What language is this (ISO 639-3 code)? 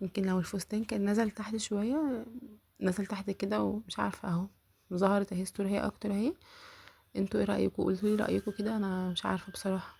arz